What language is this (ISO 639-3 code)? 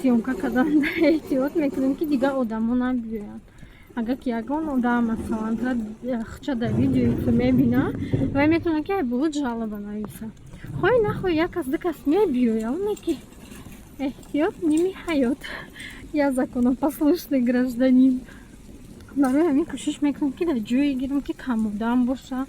tgk